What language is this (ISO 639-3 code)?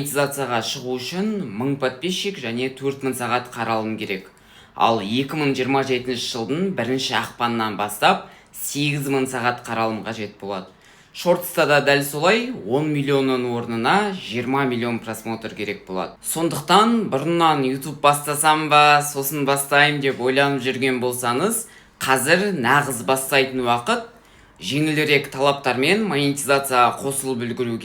kaz